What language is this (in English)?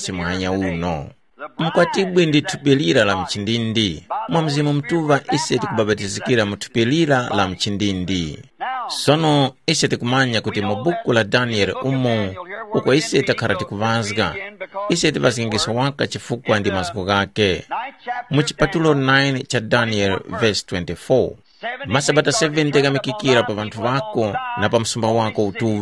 Tumbuka